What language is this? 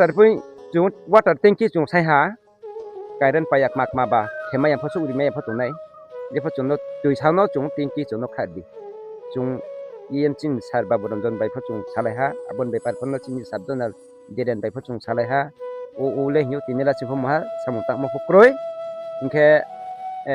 Riang (India)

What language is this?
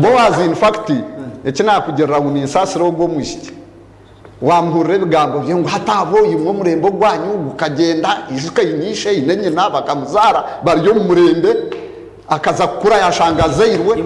Nyankole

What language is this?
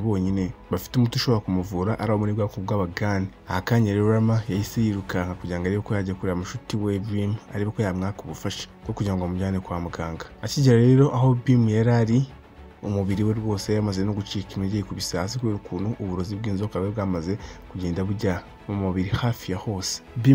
Kinyarwanda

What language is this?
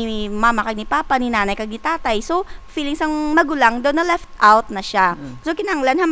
Hiligaynon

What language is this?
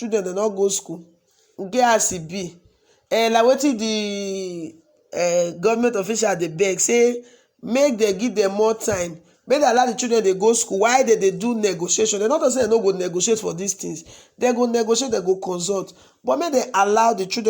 Nigerian Pidgin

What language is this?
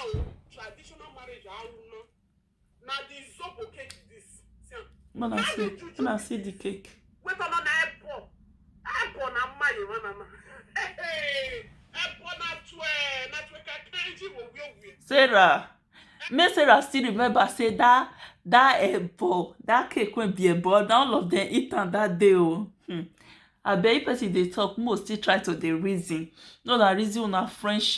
Nigerian Pidgin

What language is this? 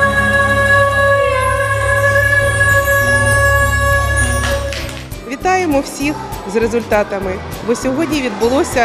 Ukrainian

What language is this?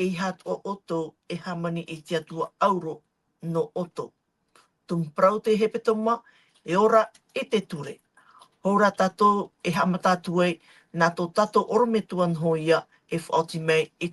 Tahitian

